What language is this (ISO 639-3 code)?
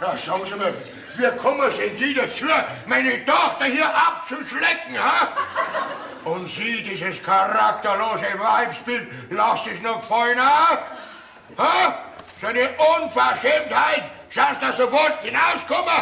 bar